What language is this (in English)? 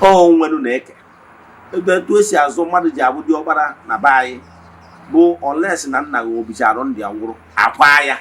Igbo